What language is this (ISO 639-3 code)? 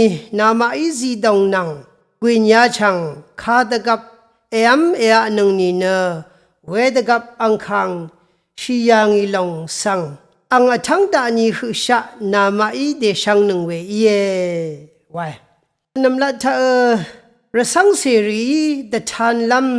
raw